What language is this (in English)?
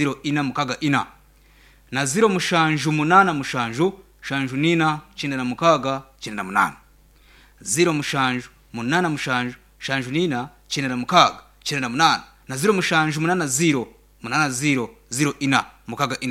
Nyankole